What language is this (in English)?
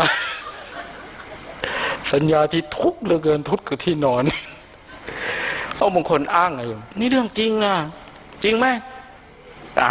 Thai